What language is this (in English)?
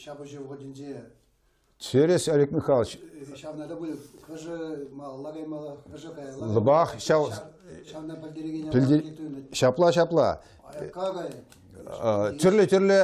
Chuvash